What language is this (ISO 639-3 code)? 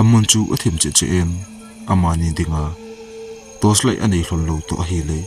tcz